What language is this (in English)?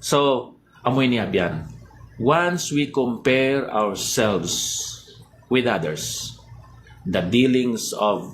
Hiligaynon